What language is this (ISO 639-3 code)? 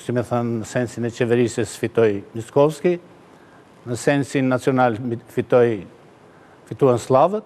sqi